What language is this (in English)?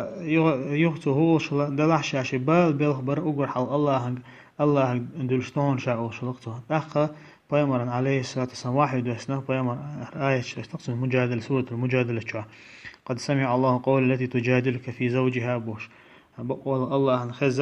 Chechen